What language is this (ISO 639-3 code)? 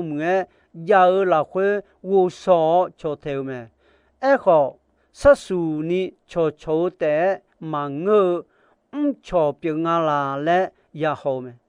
ahk